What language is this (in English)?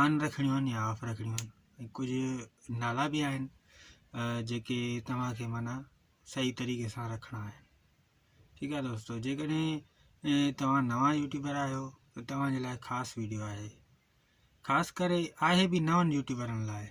Sindhi